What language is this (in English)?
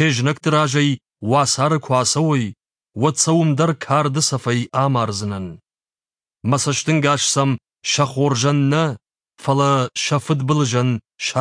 Ossetic